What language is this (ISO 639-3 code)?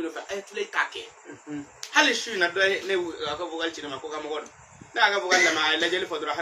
bam